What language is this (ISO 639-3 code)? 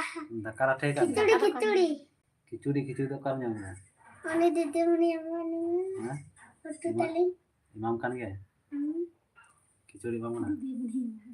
sat